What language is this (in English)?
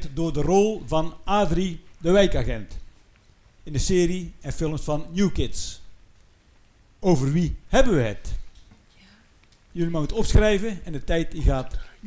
Dutch